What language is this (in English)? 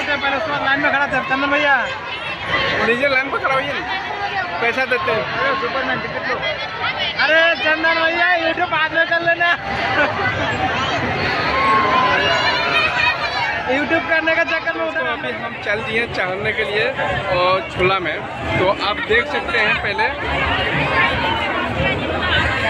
Hindi